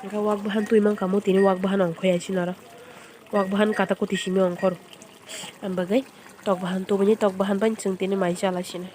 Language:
Kok Borok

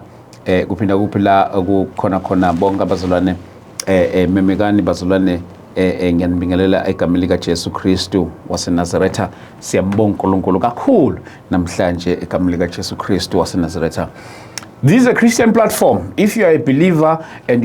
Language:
Zulu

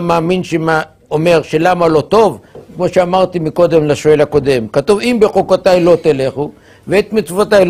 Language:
Hebrew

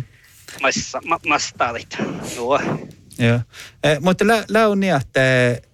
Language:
Northern Sami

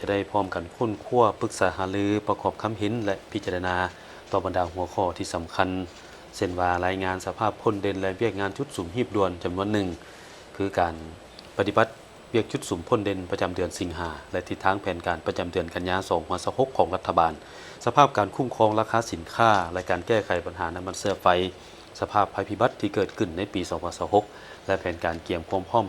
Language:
Lao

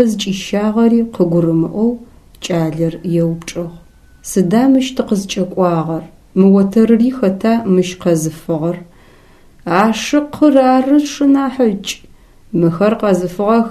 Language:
Adyghe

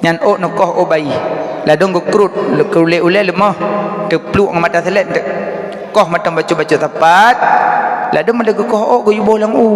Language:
Achinese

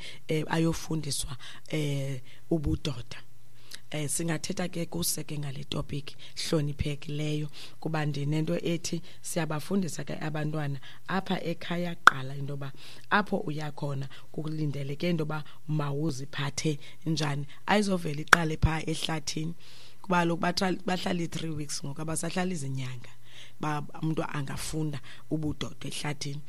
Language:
Xhosa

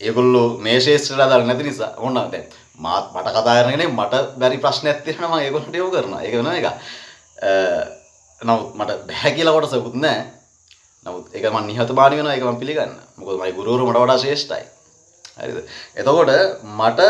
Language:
Sinhala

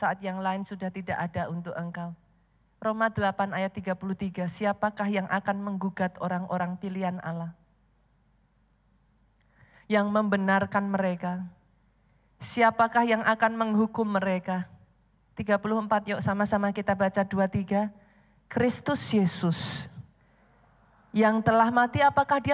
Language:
Indonesian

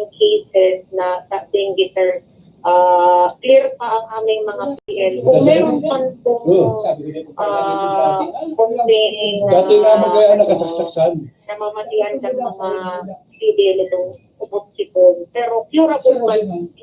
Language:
Bikol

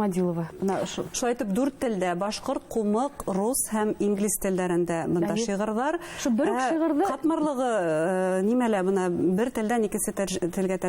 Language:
Bashkir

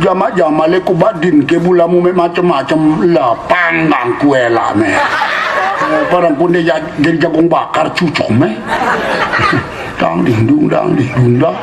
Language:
Sasak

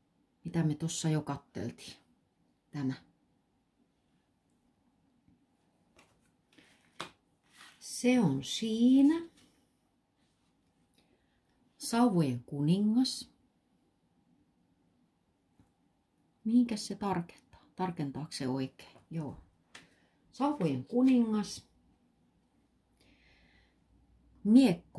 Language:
Finnish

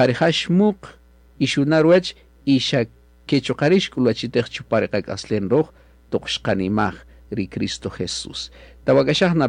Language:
Kaqchikel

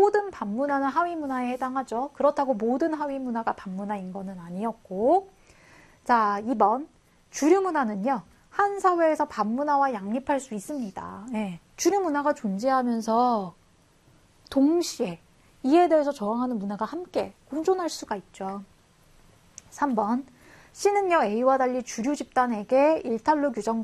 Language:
Korean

